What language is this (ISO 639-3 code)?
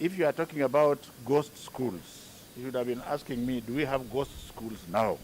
kam